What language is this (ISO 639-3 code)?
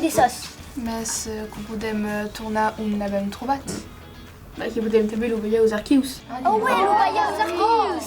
oci